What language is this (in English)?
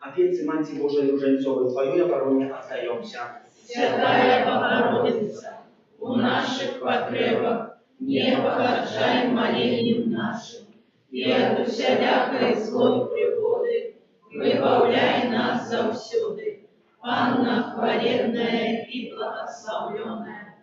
Belarusian